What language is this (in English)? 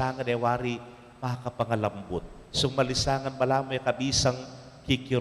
Pampanga